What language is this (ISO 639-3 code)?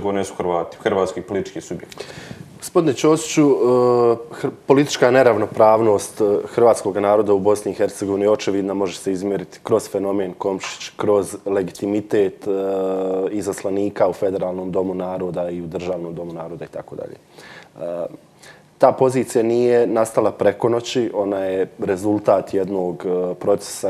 hrv